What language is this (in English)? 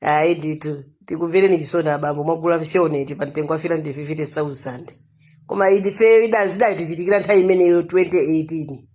Nyanja